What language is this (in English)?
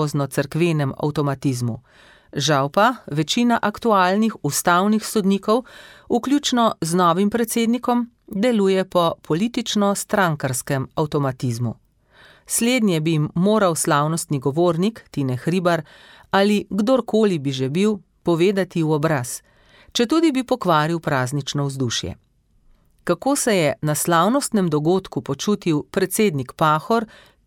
Slovenian